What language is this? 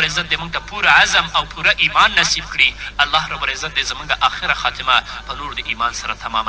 Pashto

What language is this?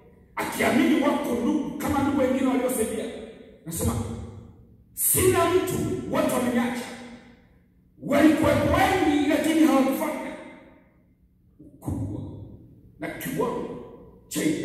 Swahili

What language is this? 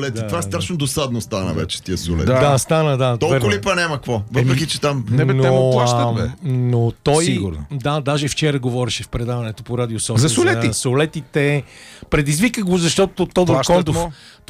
Bulgarian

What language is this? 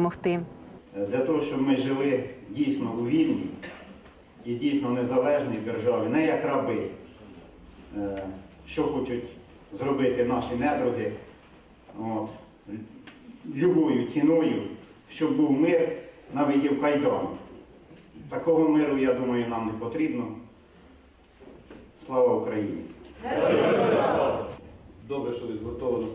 Ukrainian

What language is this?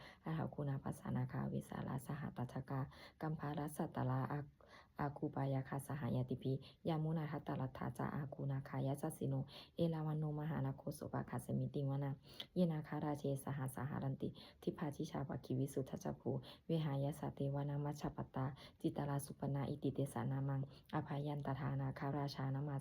Pali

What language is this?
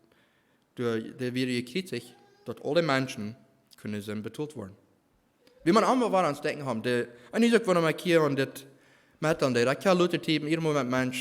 Plautdietsch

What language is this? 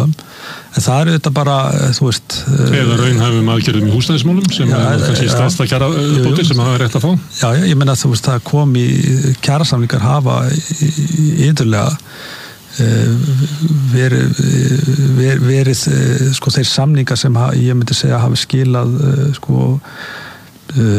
Icelandic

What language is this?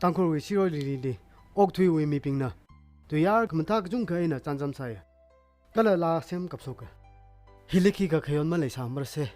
Tangkhul Naga (India)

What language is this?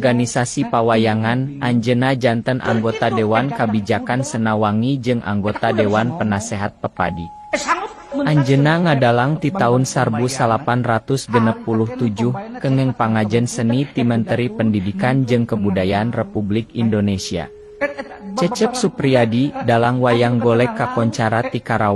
Sundanese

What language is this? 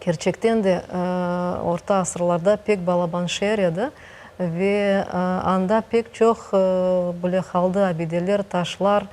Crimean Tatar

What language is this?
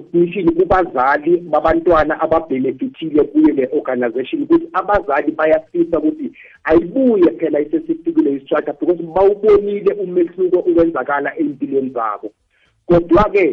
South Ndebele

